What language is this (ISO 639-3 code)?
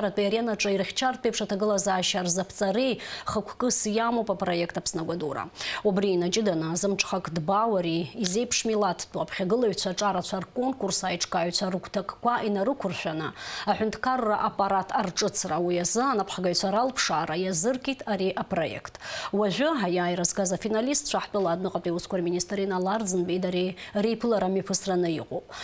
abk